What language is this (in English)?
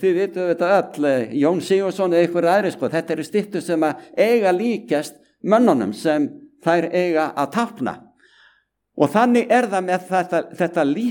Icelandic